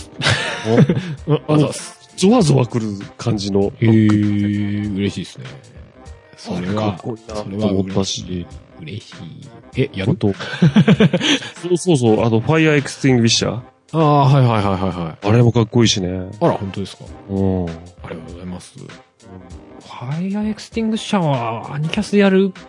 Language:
Japanese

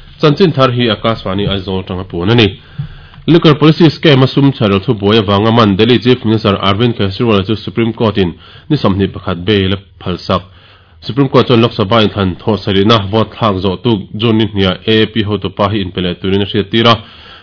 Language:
Mizo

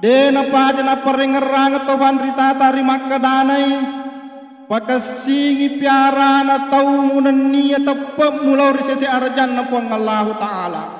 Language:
Buginese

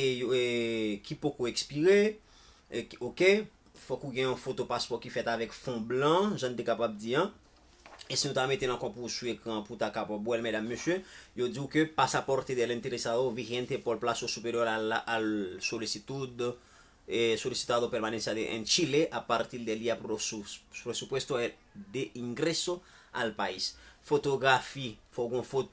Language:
Haitian Creole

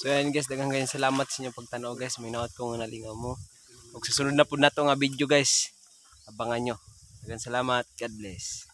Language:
Cebuano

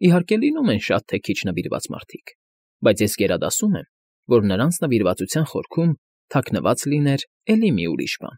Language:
Armenian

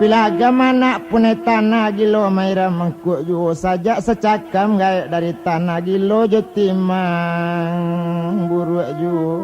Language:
Minangkabau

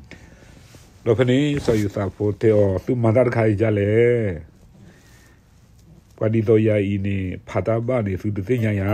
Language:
S'gaw Karen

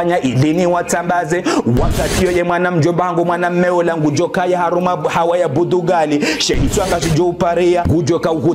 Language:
Ngazidja Comorian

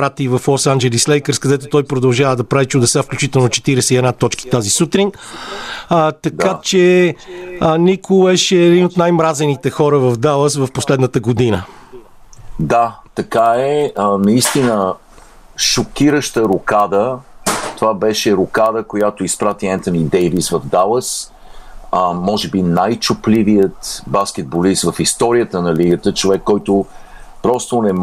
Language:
Bulgarian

